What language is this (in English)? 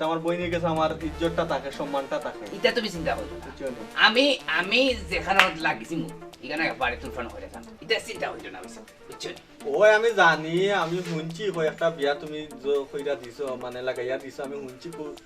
Sylheti